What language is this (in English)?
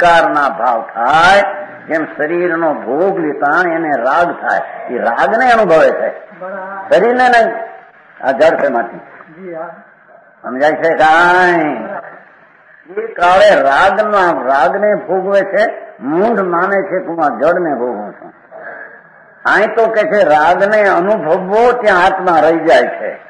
Gujarati